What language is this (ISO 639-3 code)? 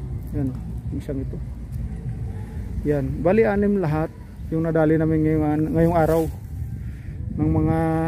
fil